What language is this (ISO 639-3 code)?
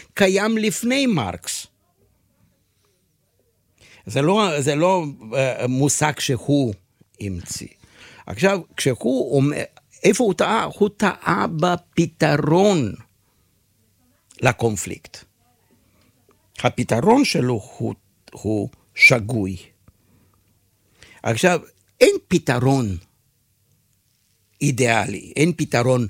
heb